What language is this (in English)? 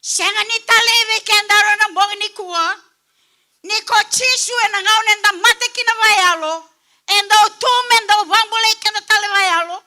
Fijian